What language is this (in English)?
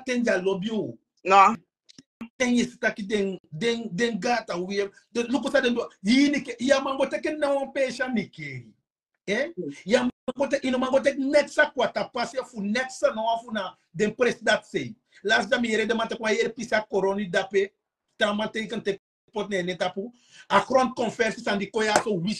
Sranan Tongo